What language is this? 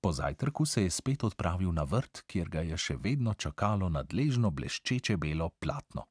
Slovenian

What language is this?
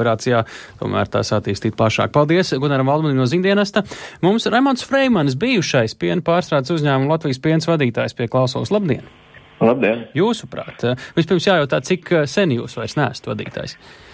Latvian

